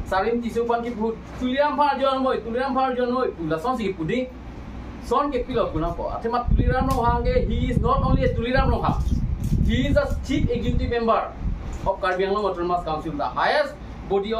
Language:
Karbi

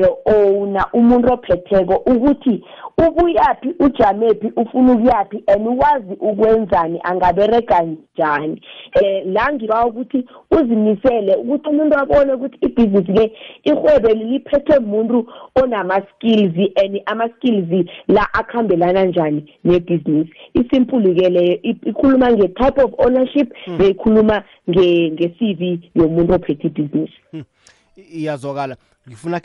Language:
South Ndebele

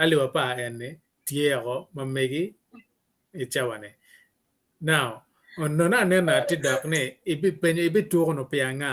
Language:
Acoli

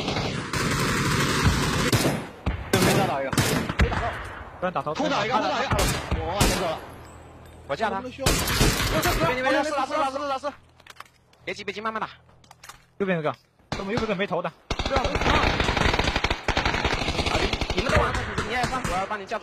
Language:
Chinese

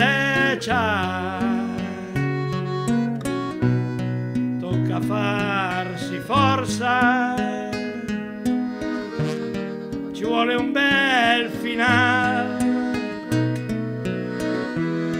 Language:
Italian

